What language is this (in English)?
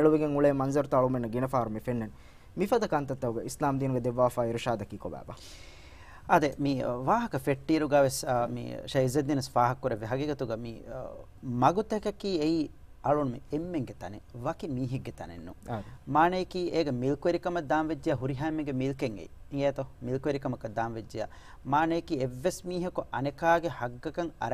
Divehi